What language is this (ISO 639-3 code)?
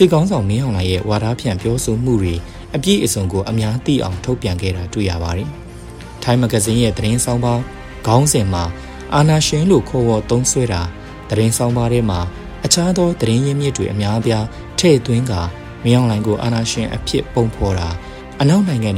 mya